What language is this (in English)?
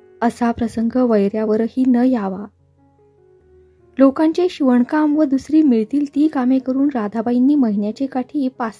Marathi